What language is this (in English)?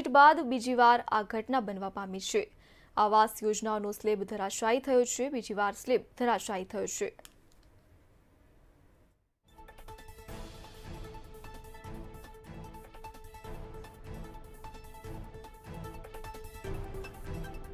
Gujarati